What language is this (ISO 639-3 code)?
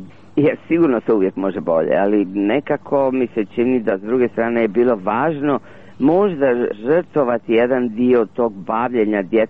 hrv